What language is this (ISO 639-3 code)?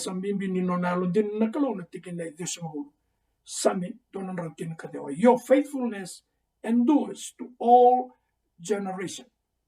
fij